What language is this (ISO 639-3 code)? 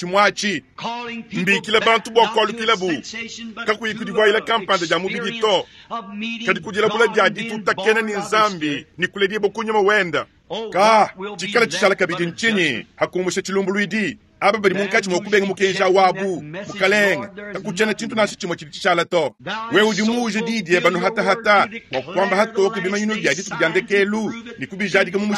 lua